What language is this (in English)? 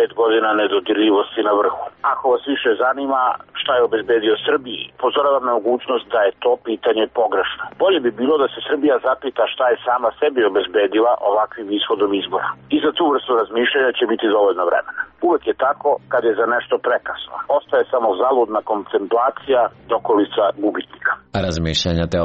Serbian